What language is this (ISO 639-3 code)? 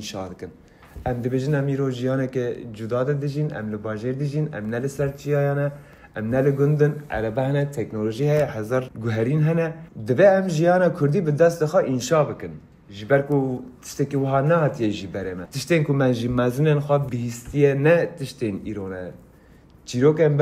kur